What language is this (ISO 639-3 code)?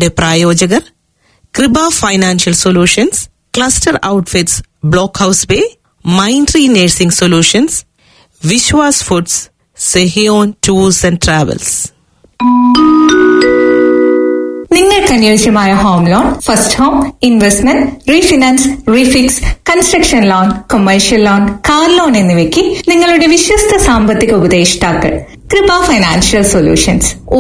mal